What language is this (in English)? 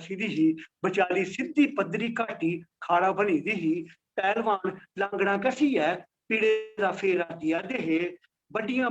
Dogri